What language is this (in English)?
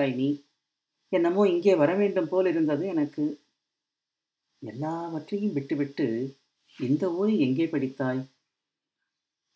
Tamil